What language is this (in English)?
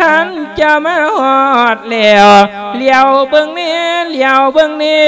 Lao